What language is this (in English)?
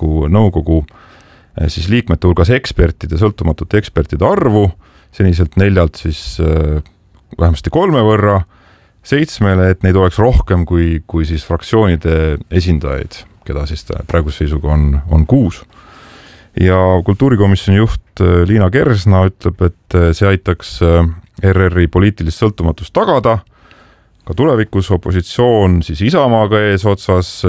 Estonian